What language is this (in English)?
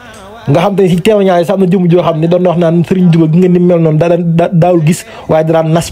Wolof